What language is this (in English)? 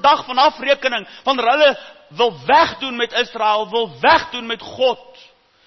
Afrikaans